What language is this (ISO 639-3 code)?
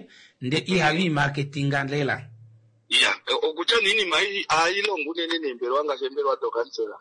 kua